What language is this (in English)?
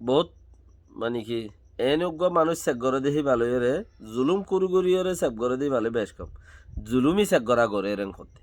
Rohingya